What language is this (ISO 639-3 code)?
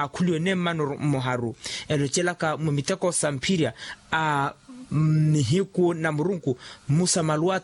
vmw